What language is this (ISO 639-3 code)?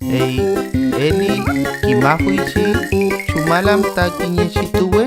arn